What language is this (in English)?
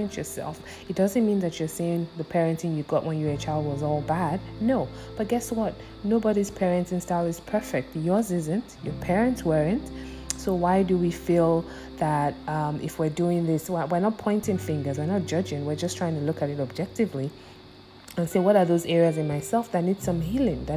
English